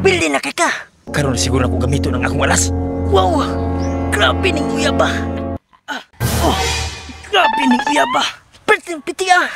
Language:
Cebuano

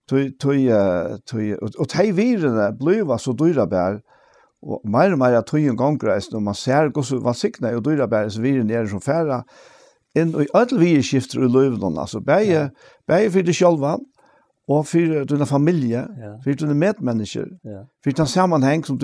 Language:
Faroese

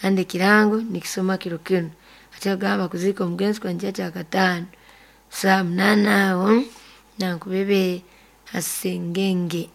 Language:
Nyoro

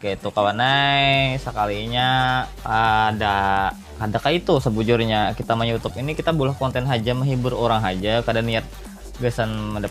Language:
Banjar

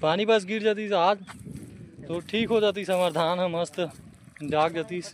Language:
Chhattisgarhi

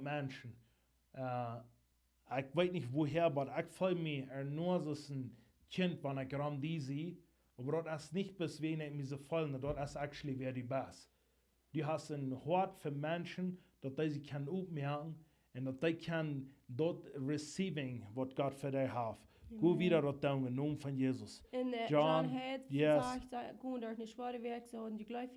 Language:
Plautdietsch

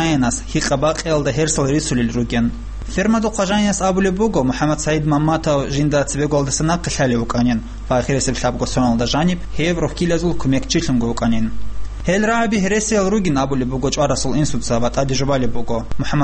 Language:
Avaric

